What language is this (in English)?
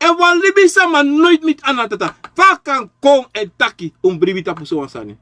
Sranan Tongo